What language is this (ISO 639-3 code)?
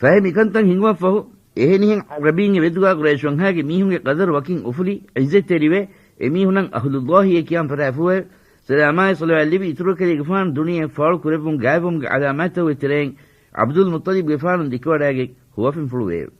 div